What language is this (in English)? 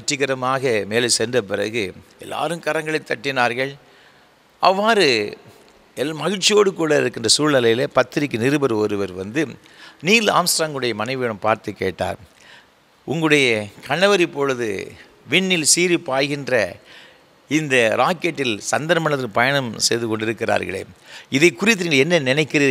Tamil